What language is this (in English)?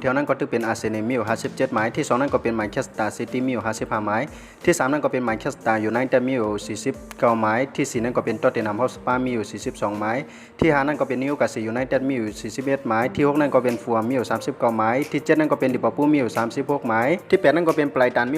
Shan